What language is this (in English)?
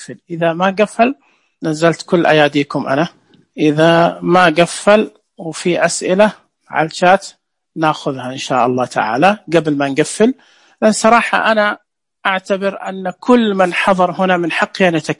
Najdi Arabic